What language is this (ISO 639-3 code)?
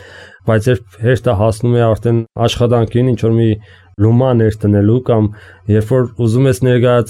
hye